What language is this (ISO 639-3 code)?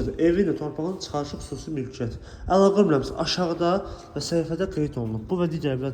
aze